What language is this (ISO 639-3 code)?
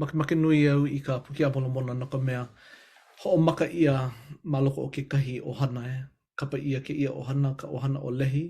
haw